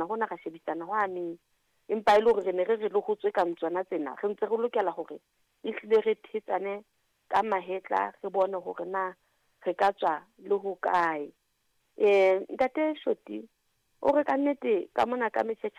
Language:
Southern Sotho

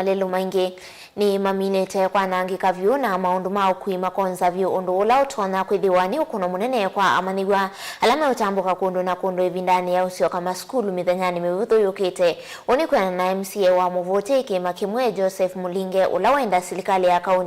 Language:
Kamba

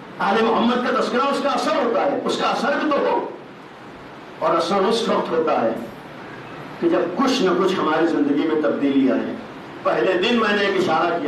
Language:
Urdu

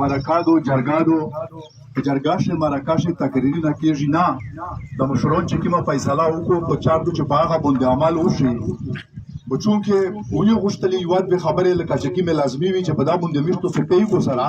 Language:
Pashto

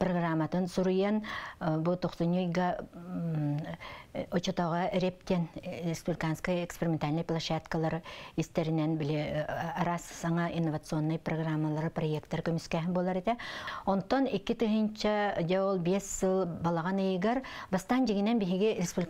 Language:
Yakut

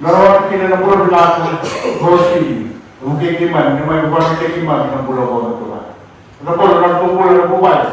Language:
Fijian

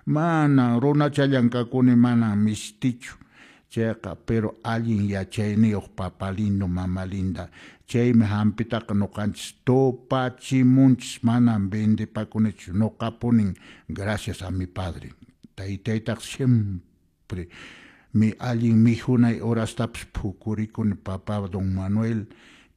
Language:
Quechua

